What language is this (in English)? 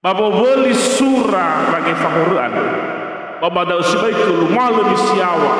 Nias